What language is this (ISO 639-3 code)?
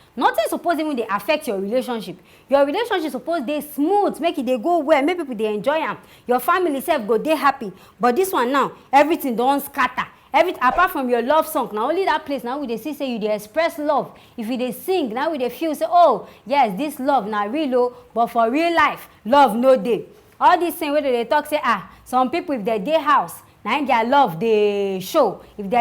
pcm